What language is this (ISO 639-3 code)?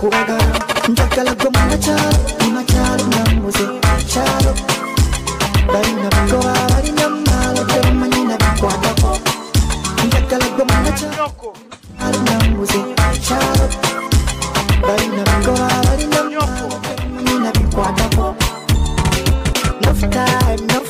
swa